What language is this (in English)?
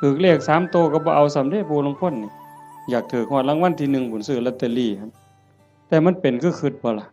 Northeastern Thai